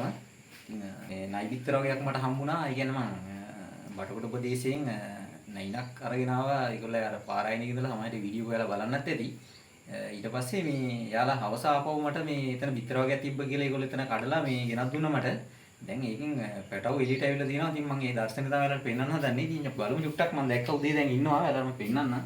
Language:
Sinhala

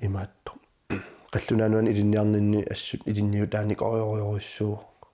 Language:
Kalaallisut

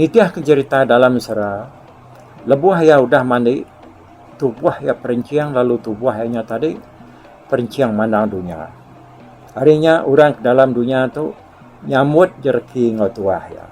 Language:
Iban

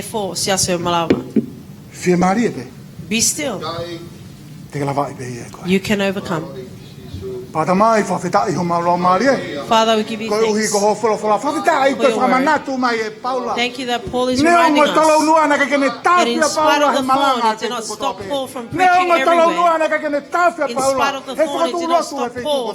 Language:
Tongan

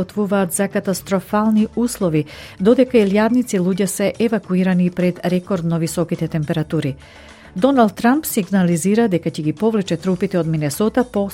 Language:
Macedonian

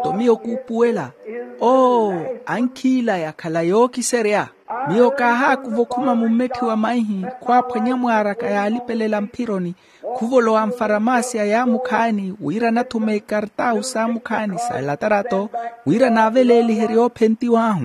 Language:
Makhuwa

